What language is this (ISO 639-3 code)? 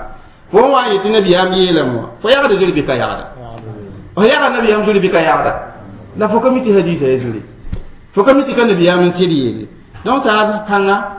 mos